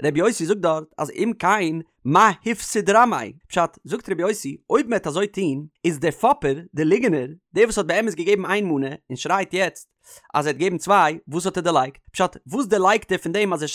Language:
Yiddish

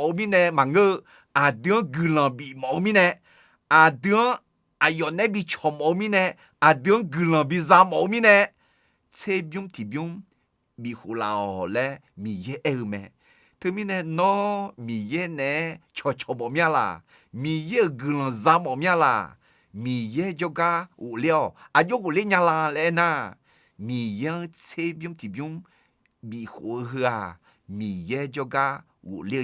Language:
Akha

